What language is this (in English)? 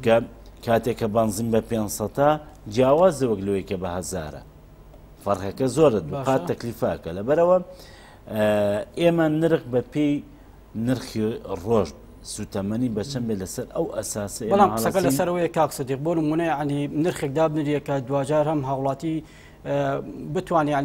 Central Kurdish